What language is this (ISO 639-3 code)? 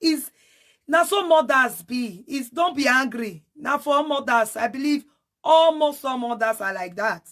pcm